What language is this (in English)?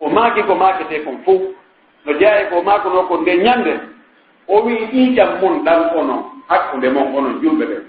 Pular